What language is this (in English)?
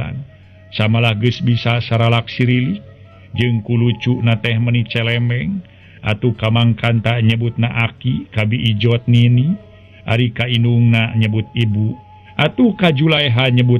Sundanese